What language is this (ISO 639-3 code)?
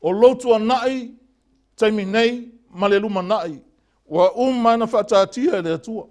smo